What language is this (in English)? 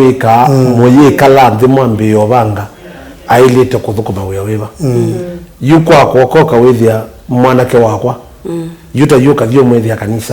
Kamba